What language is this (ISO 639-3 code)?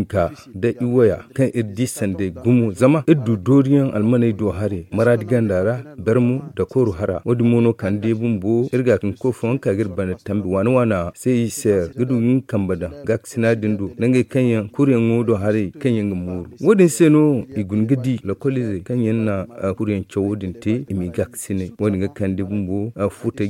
dje